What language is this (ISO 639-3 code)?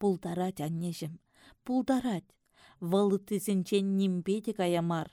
chv